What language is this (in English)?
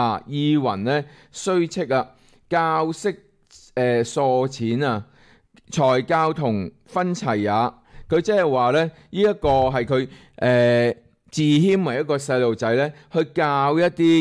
Cantonese